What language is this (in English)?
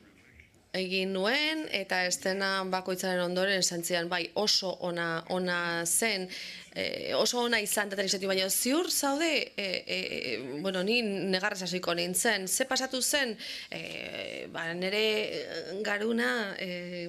Basque